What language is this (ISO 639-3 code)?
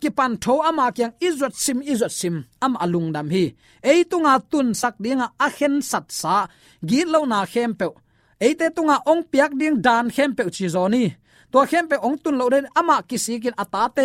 ctd